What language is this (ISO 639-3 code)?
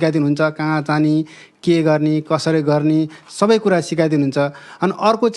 nep